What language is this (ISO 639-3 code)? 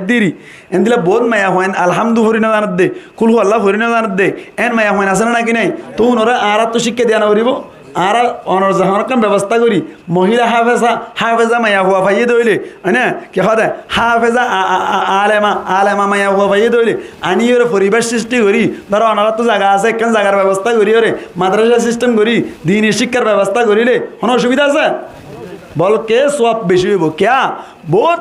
rhg